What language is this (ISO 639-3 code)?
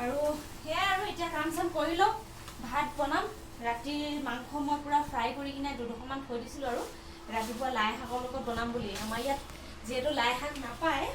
asm